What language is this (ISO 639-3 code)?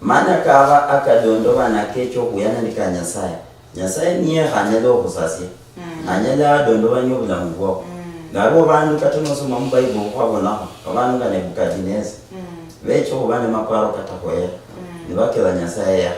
luy